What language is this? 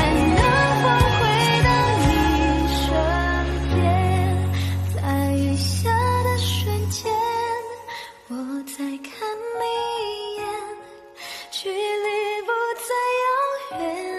Chinese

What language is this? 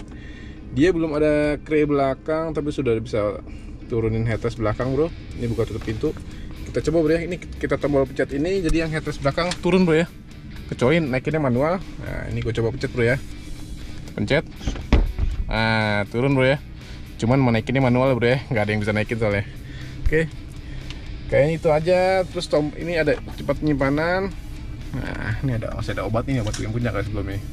Indonesian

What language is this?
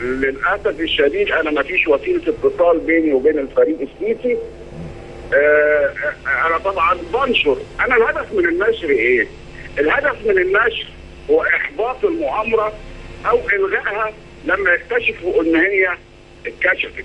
Egyptian Arabic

